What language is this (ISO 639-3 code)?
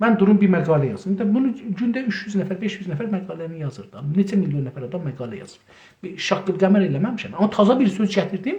azb